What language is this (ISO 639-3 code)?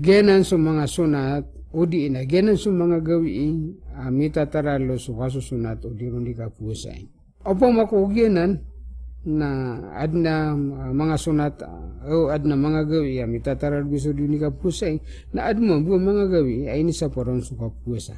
mrw